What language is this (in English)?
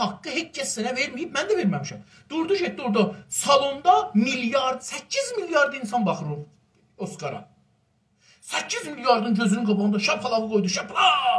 South Azerbaijani